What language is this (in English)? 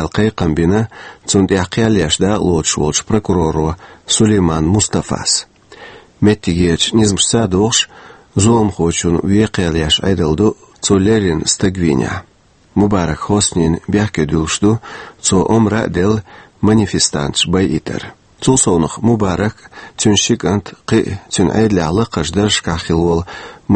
Chechen